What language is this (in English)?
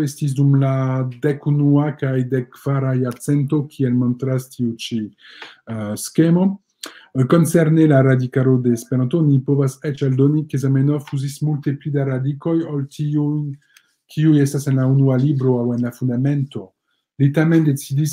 Esperanto